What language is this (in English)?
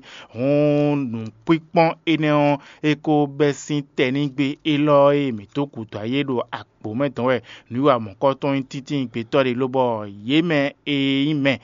Fon